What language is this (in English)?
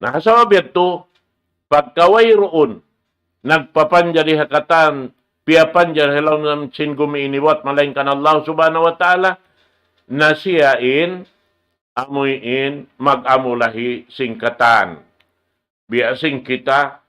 Tausug